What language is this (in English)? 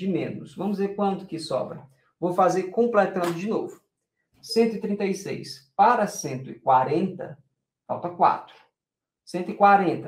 Portuguese